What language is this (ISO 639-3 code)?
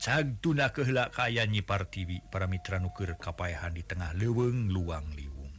sun